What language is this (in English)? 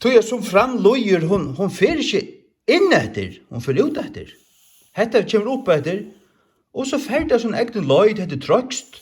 Faroese